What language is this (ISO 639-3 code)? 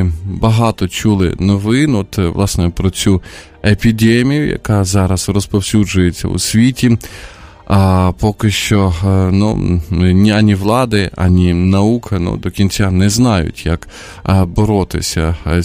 ukr